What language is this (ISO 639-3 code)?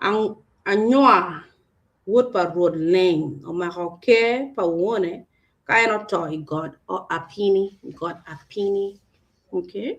ach